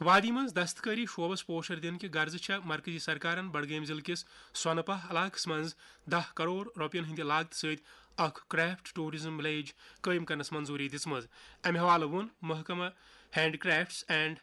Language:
Kashmiri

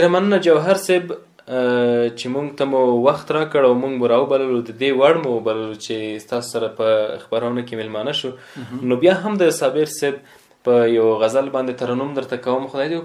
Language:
Pashto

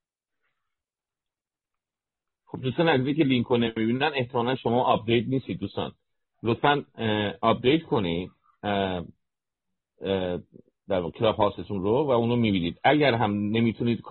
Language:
Persian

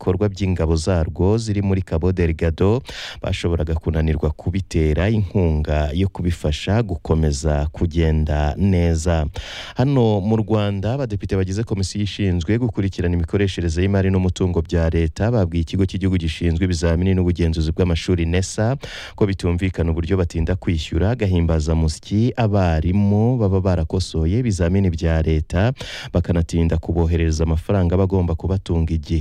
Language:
Kinyarwanda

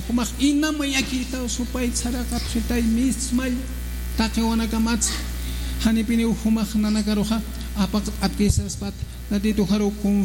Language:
Aymara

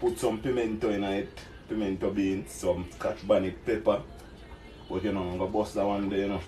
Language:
Jamaican Creole English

